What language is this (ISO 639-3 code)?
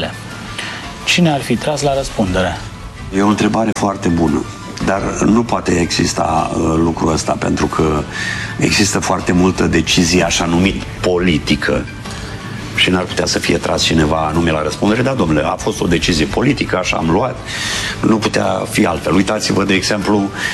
ron